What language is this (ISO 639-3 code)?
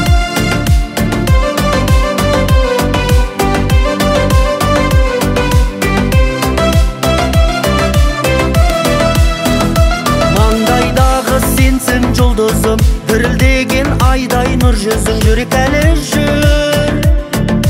kaz